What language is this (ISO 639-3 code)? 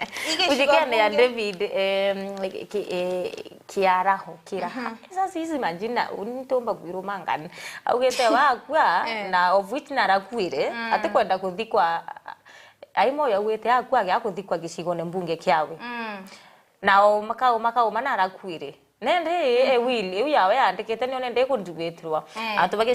mer